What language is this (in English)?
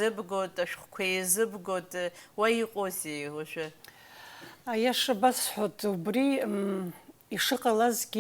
Abkhazian